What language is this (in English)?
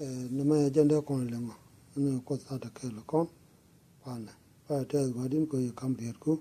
Nuer